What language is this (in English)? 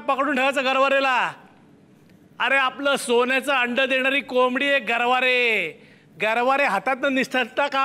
Marathi